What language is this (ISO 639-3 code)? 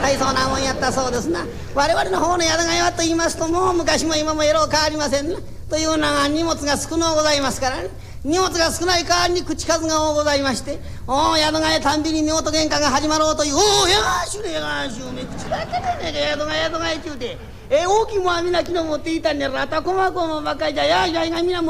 jpn